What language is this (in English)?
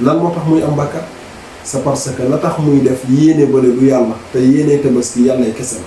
Wolof